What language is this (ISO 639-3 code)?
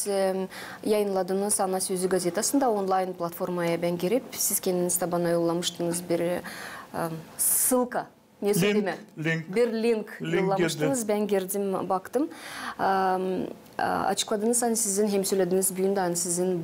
gag